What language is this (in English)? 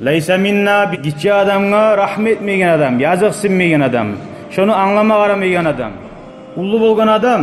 Kumyk